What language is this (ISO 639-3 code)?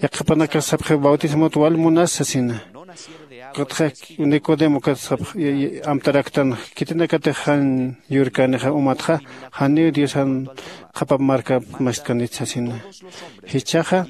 aym